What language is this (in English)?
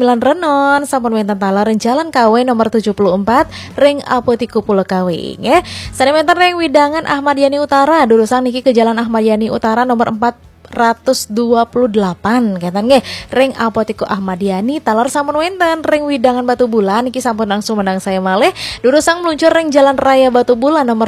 Balinese